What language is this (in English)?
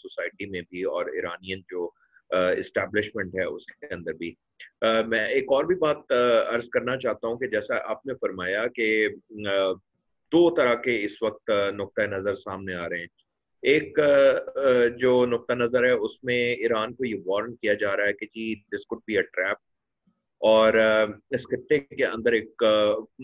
Urdu